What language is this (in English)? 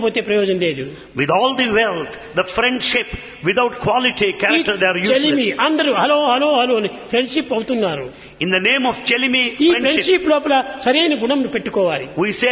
Telugu